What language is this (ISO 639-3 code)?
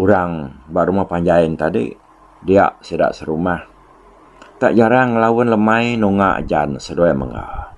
iba